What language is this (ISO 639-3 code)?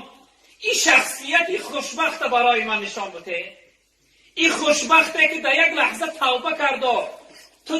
tgk